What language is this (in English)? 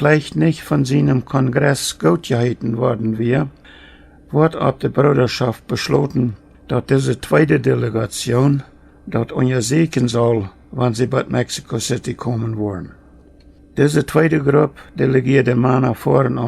Plautdietsch